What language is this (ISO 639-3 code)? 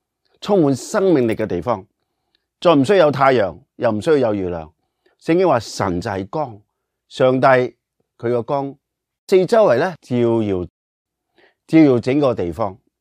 yue